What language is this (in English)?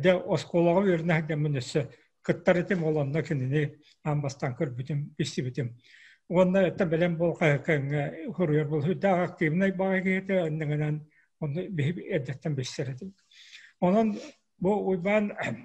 Yakut